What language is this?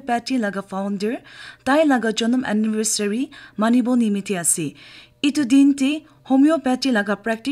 Naga Pidgin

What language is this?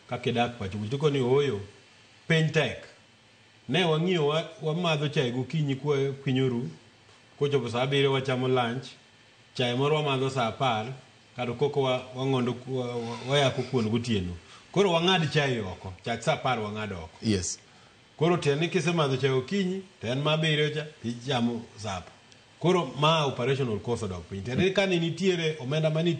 Luo (Kenya and Tanzania)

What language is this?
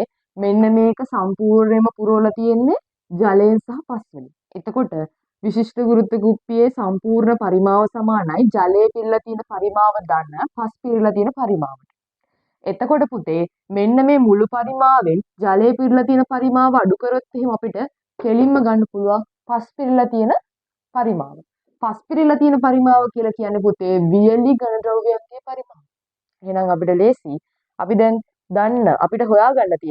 Sinhala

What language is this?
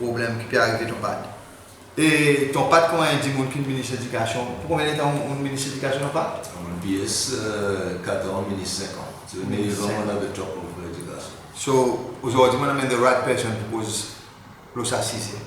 Seselwa Creole French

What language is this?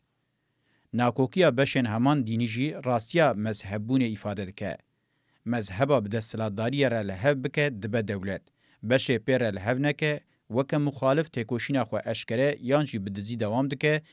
Kurdish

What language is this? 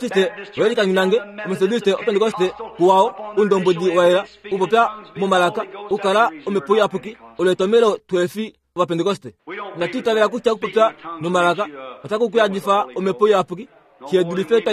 Kuanyama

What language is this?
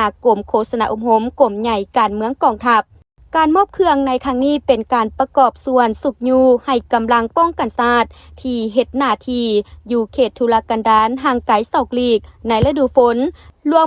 Lao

